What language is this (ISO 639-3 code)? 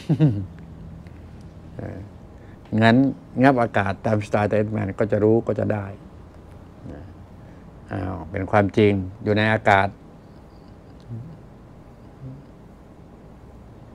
tha